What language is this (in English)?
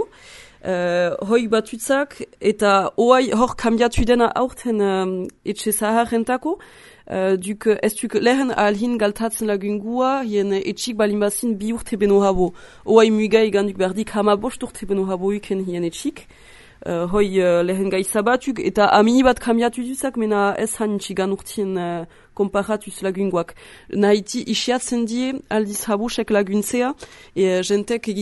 Basque